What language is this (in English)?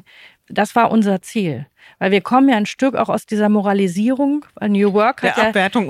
German